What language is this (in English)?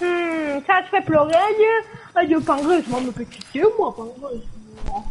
Morisyen